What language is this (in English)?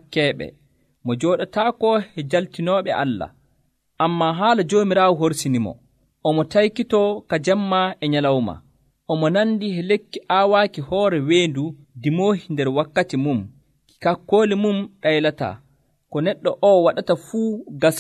Nigerian Fulfulde